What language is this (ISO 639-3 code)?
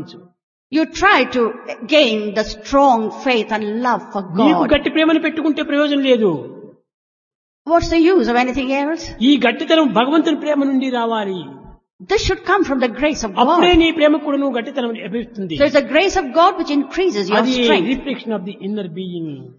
tel